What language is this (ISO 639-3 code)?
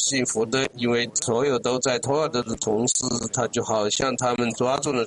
zho